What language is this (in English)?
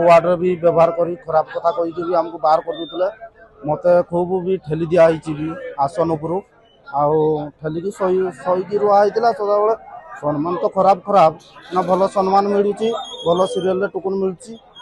Odia